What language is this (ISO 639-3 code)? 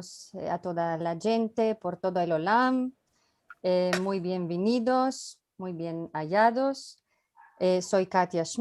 lad